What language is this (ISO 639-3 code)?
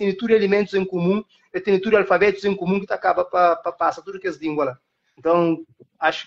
kea